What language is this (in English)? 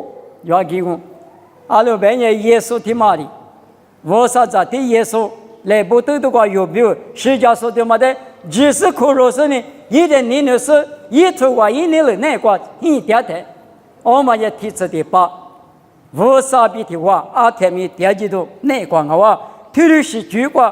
Lisu